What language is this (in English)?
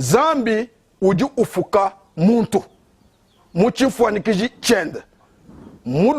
Luba-Lulua